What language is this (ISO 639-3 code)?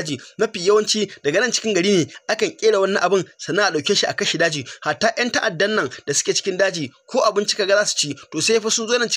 hau